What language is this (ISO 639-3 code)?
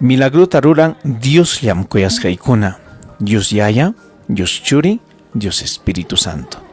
quy